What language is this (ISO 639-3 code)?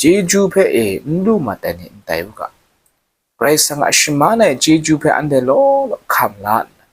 kac